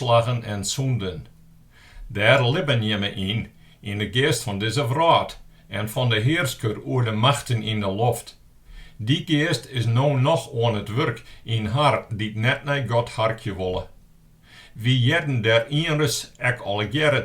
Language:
Western Frisian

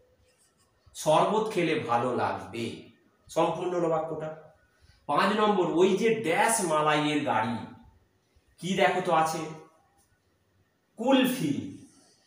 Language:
Bangla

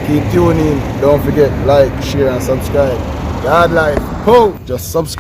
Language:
Jamaican Creole English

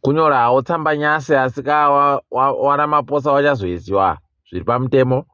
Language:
Ndau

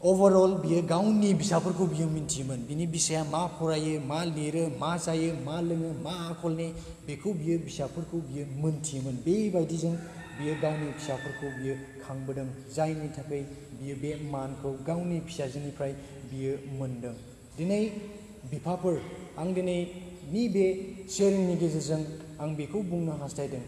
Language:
Bodo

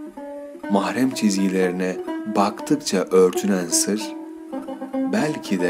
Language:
Turkish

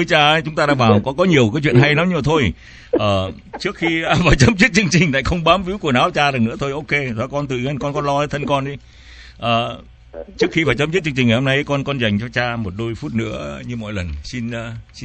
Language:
Vietnamese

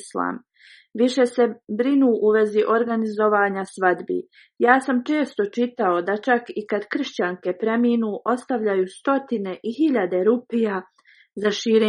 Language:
Bosnian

